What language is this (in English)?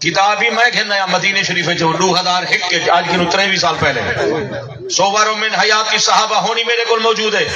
Saraiki